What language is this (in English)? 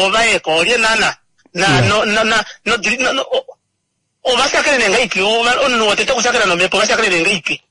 Kuanyama